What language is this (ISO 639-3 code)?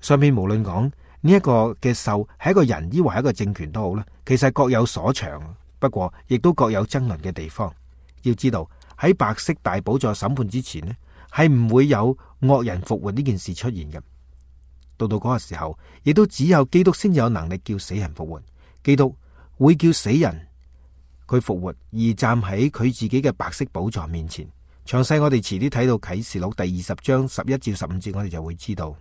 yue